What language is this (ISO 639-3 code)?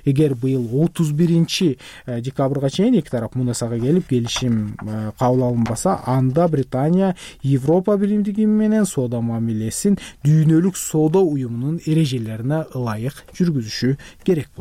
kir